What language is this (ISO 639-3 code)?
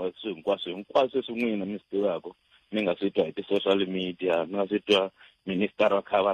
tso